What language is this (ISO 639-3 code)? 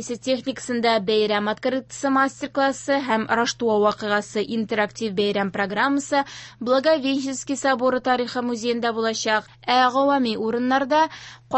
tat